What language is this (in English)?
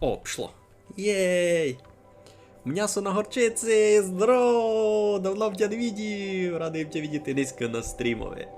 Rusyn